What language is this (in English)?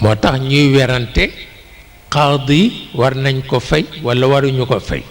Wolof